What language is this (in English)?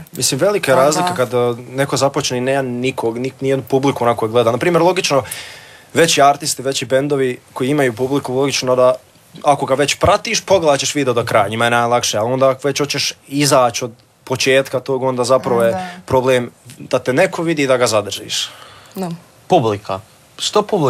Croatian